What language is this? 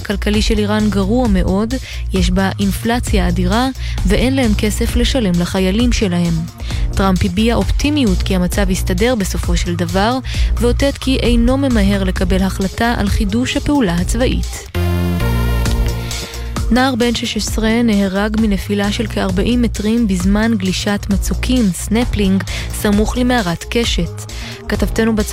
Hebrew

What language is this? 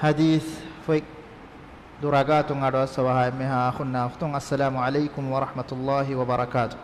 Divehi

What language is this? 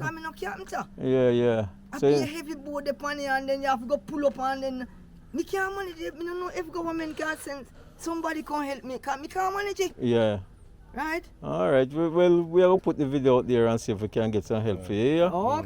Jamaican Creole English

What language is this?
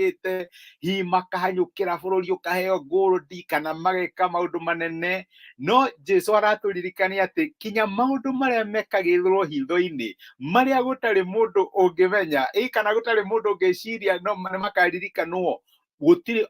Kikuyu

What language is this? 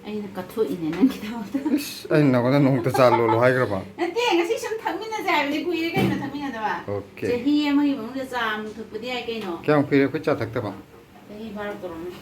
Manipuri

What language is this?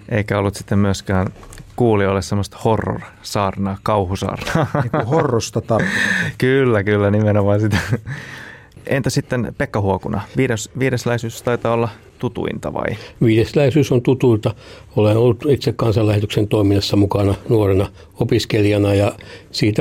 Finnish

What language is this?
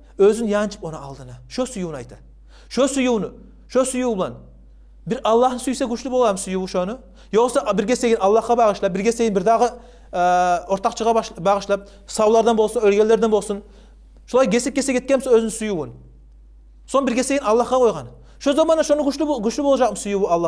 Kumyk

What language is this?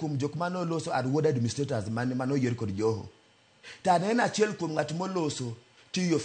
Luo (Kenya and Tanzania)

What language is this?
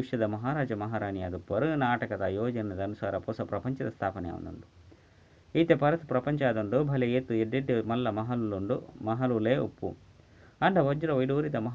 Tulu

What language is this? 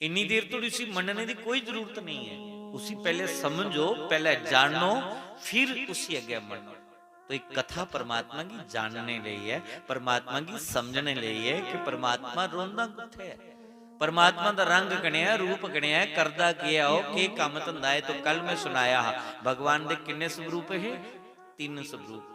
Dogri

